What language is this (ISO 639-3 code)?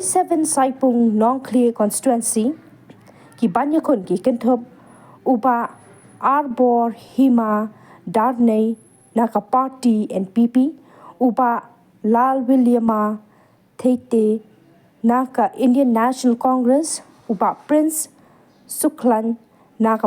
kha